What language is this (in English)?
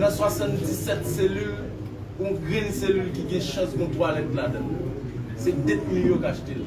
Haitian Creole